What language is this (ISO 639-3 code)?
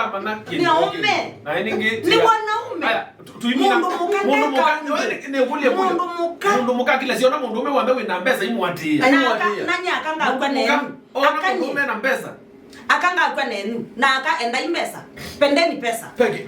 kam